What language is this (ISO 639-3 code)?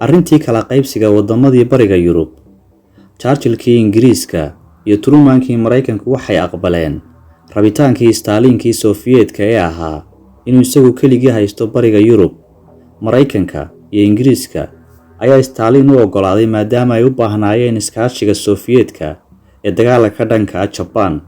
som